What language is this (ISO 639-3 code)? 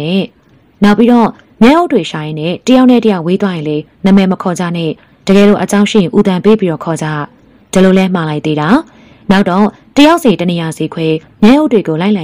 mya